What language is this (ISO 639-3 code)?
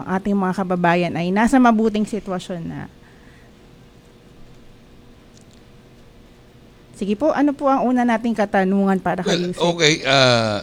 fil